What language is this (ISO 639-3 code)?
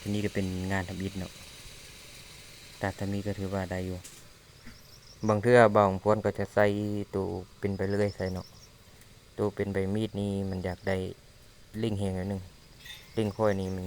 lao